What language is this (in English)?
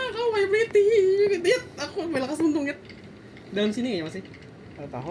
Banjar